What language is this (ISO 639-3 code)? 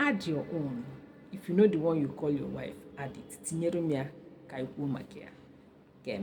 ibo